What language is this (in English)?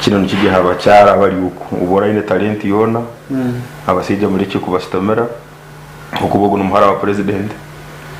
Nyankole